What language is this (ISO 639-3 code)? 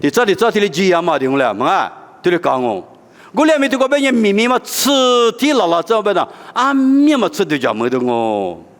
lis